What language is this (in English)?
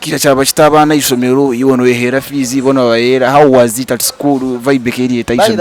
Nyankole